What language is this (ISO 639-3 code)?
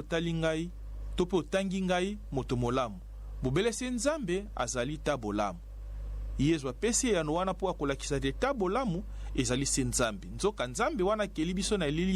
lin